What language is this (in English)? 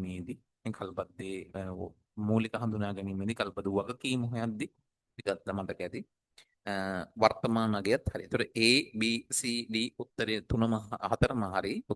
Sinhala